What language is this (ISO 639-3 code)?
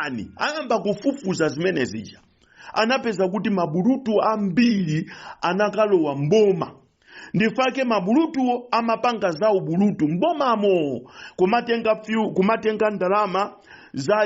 nya